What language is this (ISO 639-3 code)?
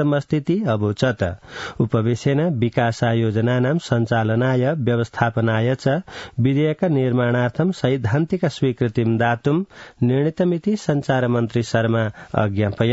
san